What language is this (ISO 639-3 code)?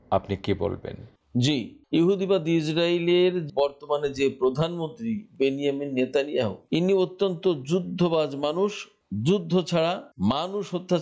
ben